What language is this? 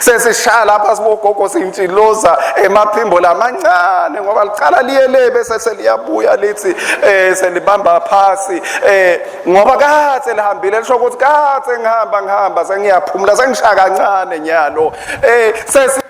Swati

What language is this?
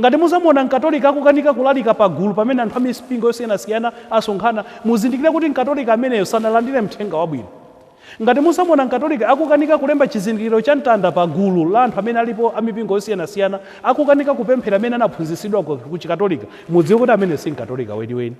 Nyanja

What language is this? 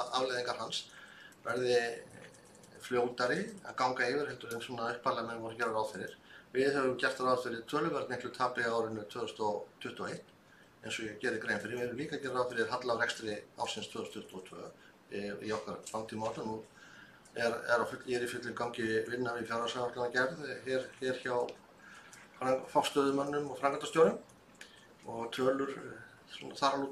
Icelandic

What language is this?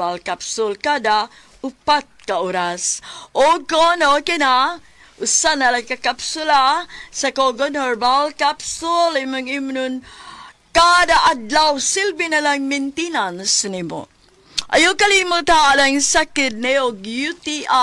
Cebuano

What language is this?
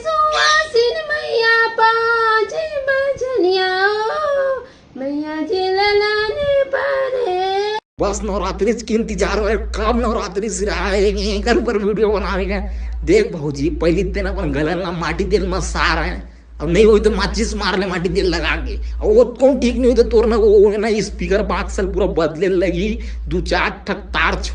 Chhattisgarhi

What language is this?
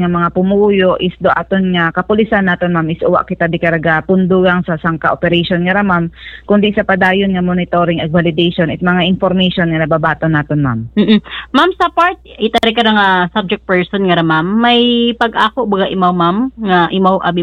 Hiligaynon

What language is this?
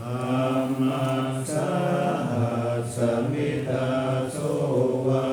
Pali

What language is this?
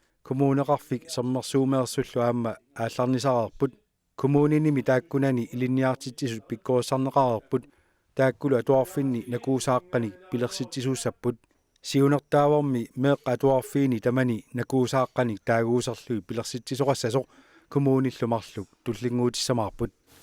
Kalaallisut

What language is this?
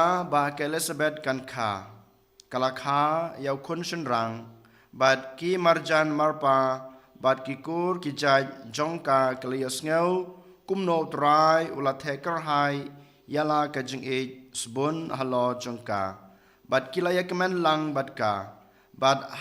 Khasi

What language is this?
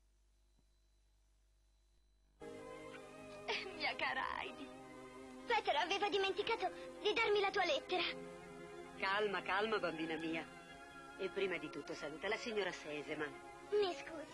Italian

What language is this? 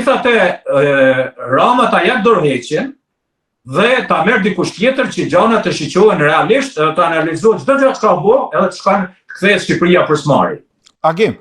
Albanian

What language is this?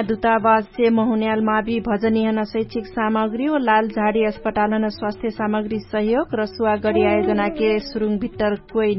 Dangaura Tharu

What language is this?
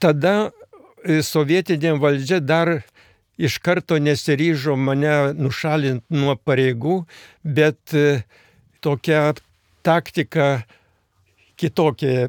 Lithuanian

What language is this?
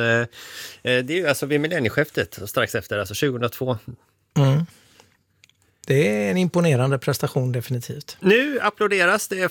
Swedish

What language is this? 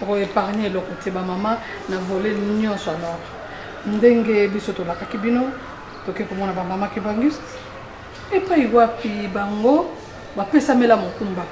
Lingala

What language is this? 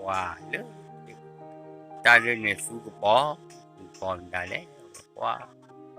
S'gaw Karen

